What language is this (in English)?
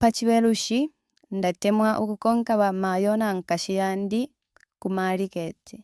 Bemba